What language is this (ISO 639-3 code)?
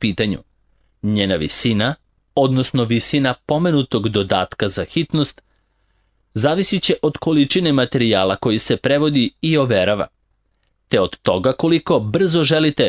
srp